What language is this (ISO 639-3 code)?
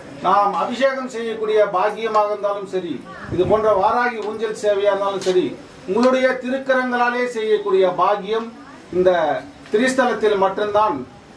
tam